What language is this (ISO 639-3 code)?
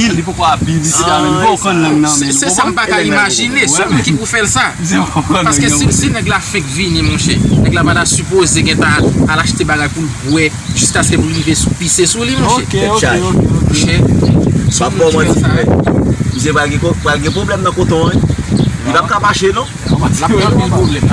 hat